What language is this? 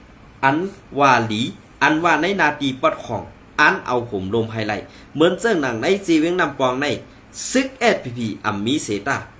Shan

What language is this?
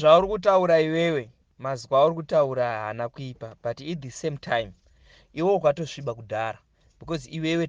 Shona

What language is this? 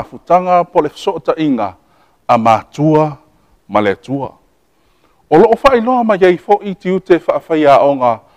Samoan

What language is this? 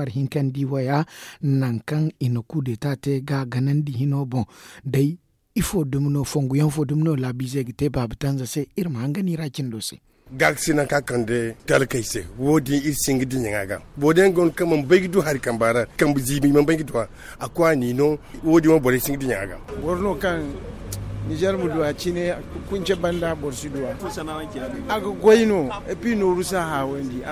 Zarma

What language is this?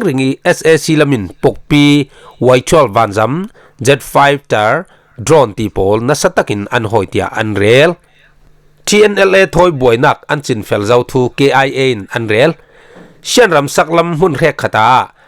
Falam Chin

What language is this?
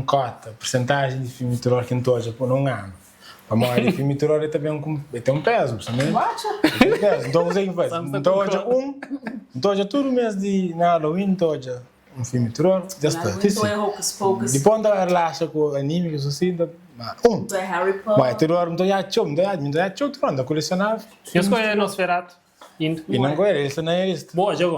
Kabuverdianu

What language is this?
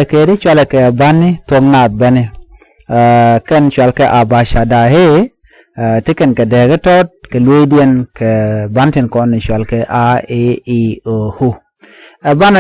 Nuer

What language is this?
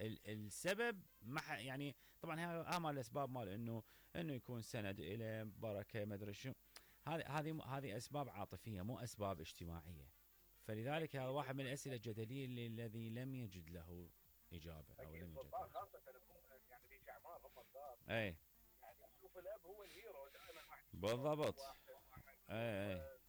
Mesopotamian Arabic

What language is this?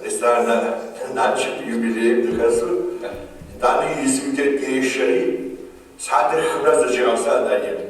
Kabardian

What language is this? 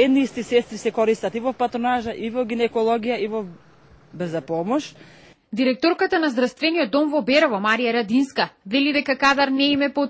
Macedonian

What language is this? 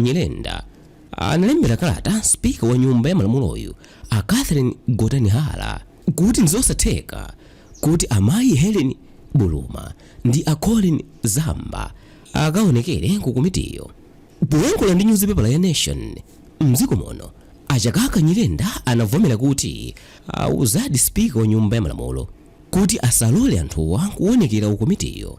Nyanja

